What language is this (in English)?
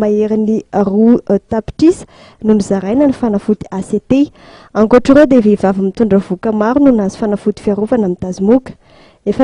Malagasy